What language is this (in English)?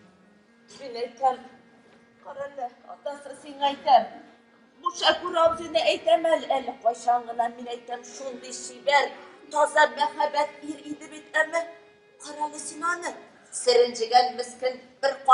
Tatar